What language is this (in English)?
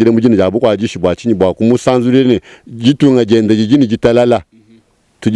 Luba-Lulua